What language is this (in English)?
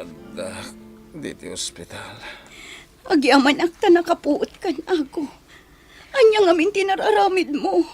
Iloko